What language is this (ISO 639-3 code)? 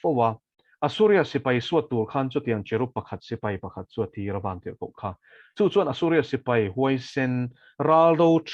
lus